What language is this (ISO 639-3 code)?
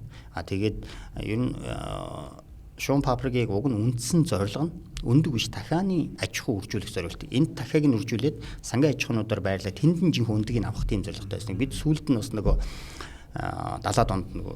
mon